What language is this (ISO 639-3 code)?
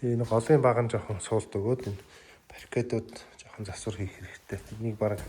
mon